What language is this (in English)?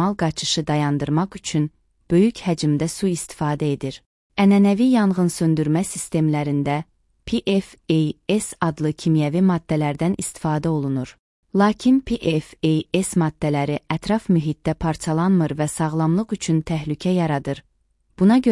Azerbaijani